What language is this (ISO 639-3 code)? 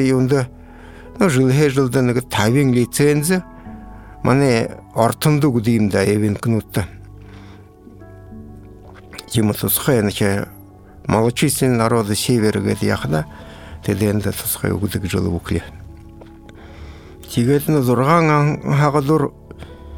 bua